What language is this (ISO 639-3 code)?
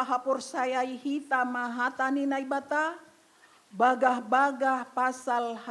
bts